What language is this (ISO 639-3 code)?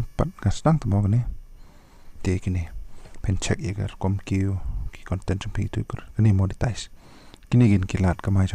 kha